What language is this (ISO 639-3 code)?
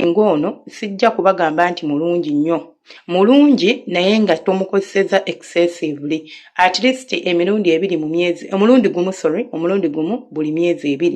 lug